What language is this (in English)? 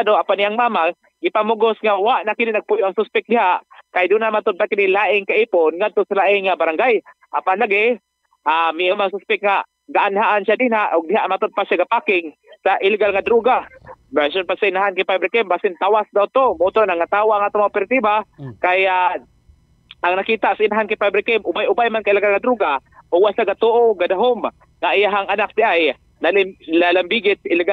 Cebuano